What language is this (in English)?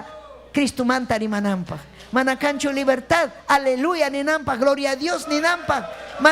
Ayacucho Quechua